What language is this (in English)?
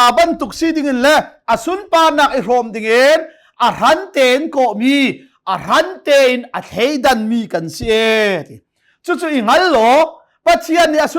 Hakha Chin